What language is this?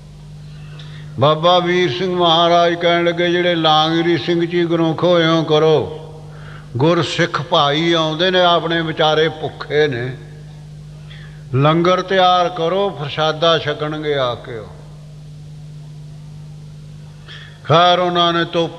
Punjabi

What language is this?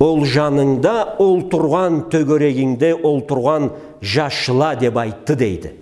Karachay-Balkar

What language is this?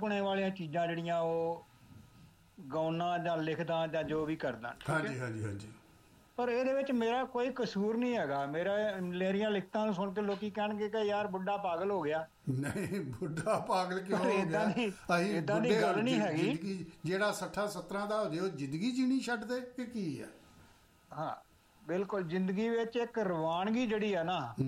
Punjabi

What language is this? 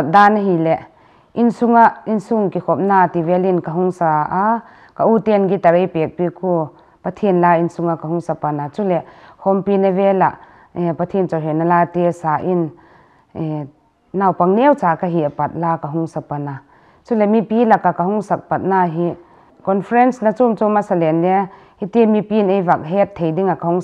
Paite Chin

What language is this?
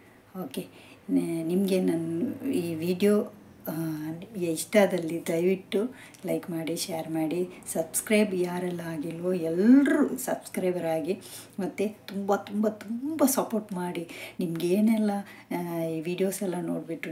Kannada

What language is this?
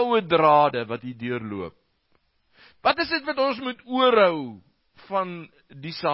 Afrikaans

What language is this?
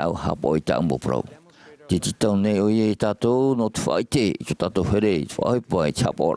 Tahitian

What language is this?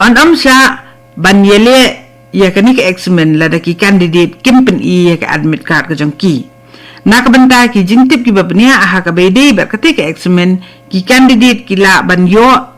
Khasi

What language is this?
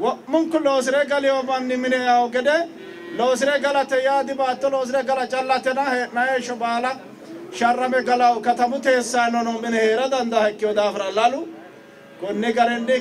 Sidamo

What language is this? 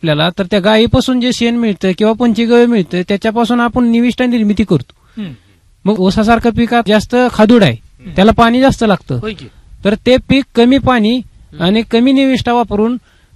Marathi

